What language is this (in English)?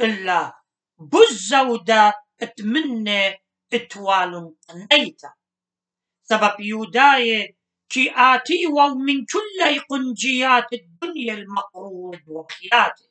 Assyrian Neo-Aramaic